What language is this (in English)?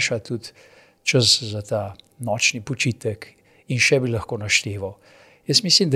Slovenian